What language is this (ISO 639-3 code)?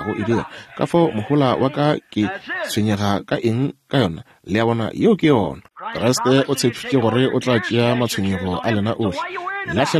nso